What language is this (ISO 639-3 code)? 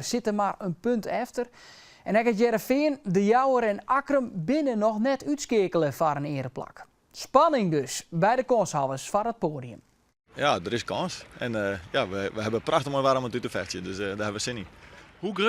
fry